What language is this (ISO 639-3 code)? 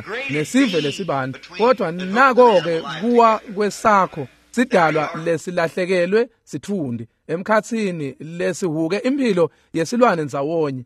ssw